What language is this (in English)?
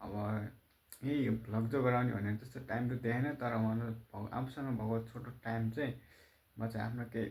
Nepali